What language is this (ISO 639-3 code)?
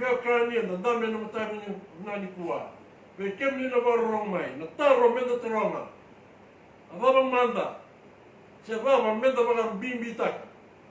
fij